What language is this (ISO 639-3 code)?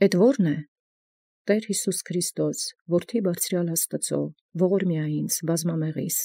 hye